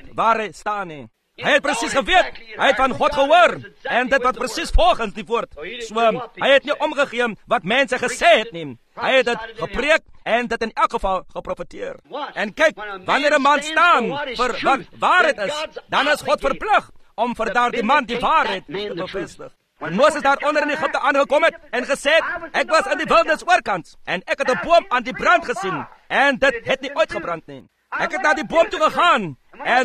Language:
Afrikaans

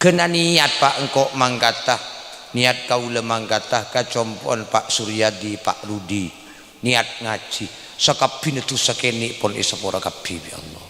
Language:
Madurese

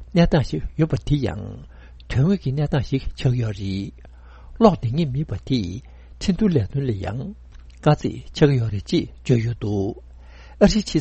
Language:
Tibetan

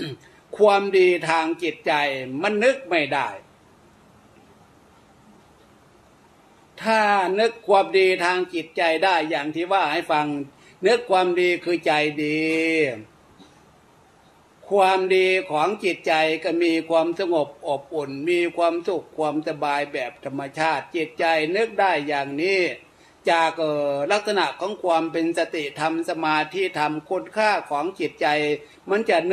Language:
Thai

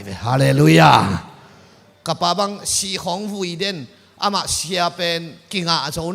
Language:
Tedim Chin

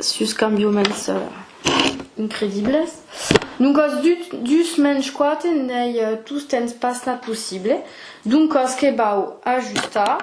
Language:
Occitan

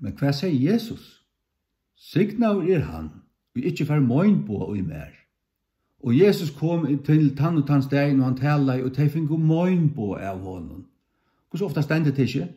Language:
Faroese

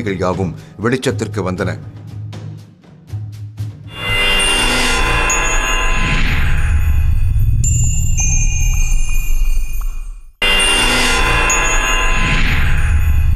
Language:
Tamil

